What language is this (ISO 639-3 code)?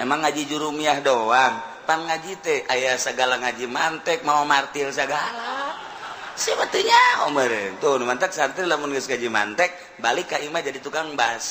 sun